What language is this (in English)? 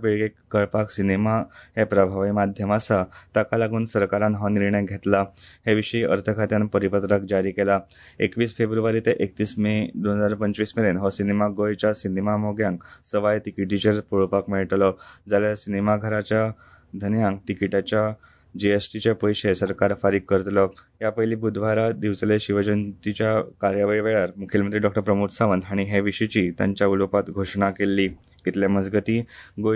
Konkani